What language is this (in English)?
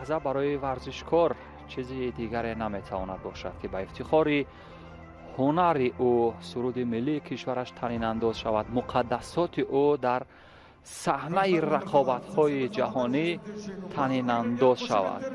Tajik